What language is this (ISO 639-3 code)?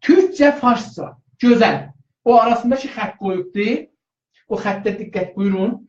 azb